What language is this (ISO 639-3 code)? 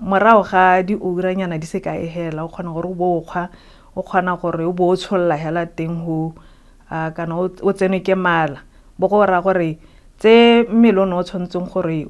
tsn